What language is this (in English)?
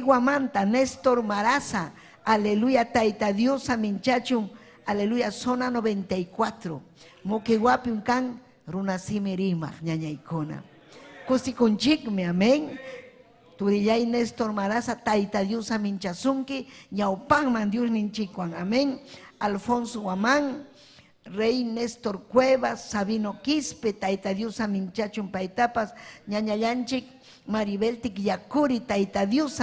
Ayacucho Quechua